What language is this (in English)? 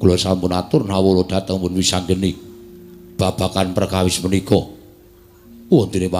Javanese